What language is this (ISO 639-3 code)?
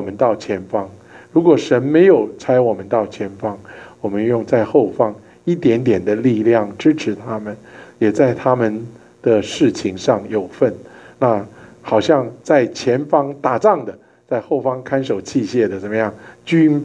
zho